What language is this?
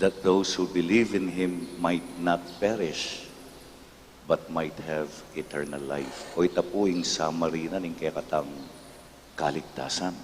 Pampanga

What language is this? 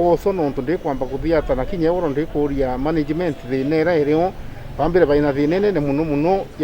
Meru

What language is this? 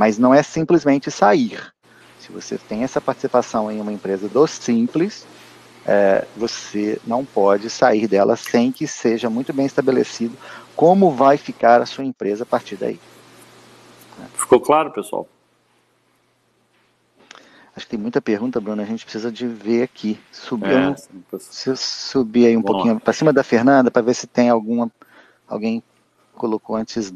Portuguese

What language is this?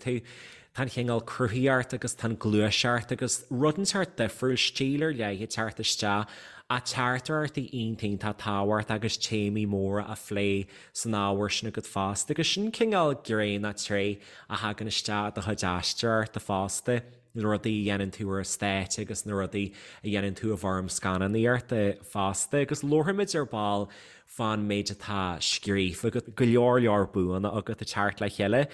Irish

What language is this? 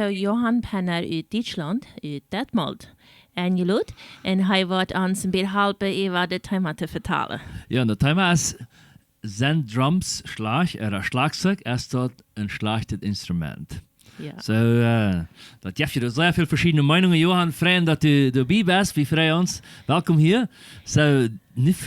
Plautdietsch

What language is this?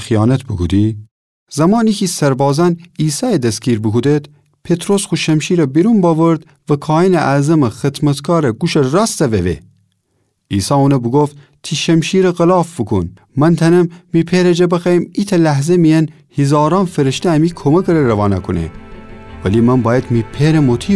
Gilaki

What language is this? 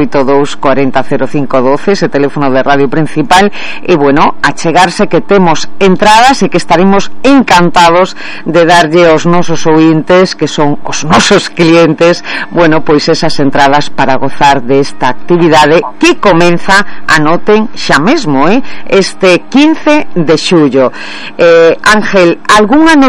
Galician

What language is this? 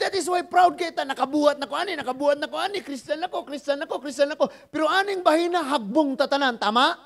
Cebuano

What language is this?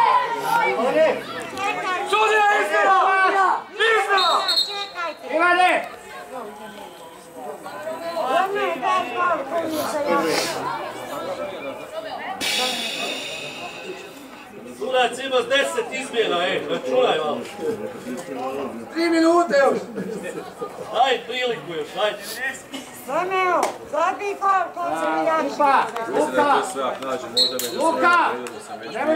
Croatian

